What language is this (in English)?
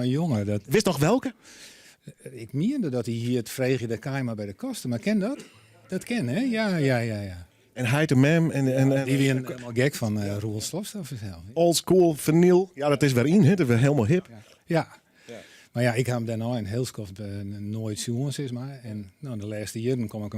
Western Frisian